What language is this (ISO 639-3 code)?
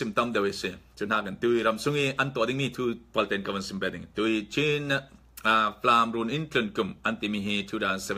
cfm